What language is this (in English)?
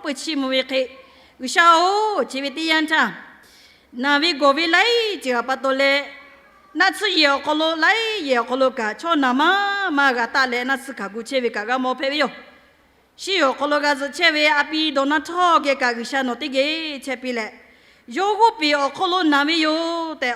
Lahu